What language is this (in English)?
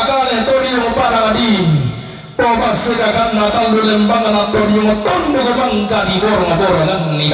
Toraja-Sa'dan